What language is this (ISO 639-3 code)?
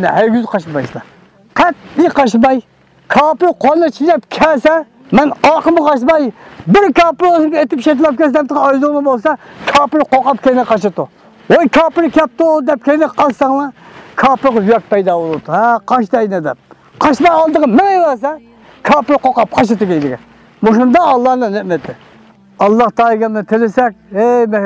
uig